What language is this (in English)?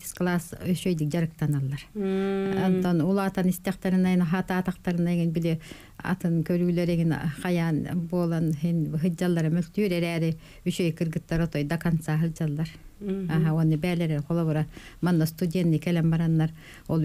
Yakut